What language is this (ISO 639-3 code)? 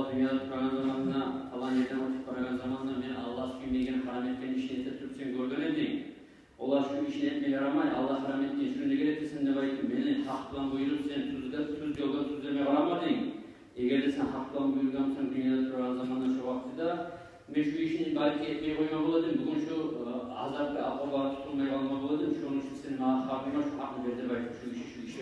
kum